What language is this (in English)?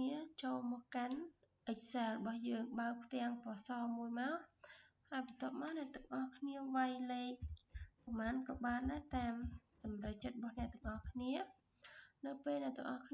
Khmer